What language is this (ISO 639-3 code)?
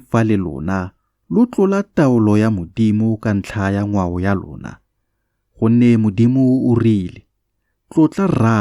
tsn